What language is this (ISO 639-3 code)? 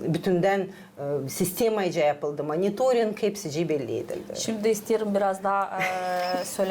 gag